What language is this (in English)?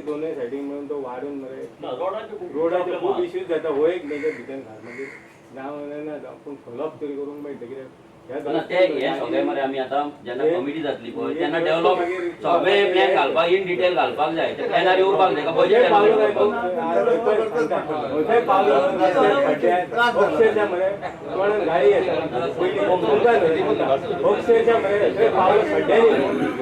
Konkani